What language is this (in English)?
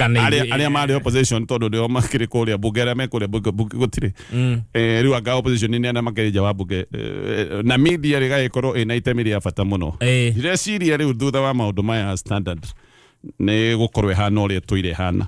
Kikuyu